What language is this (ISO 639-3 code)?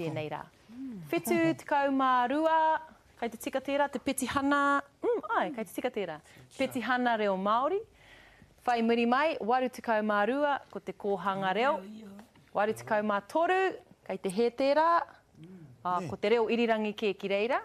mri